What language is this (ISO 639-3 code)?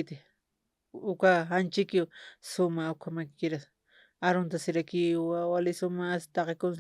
aym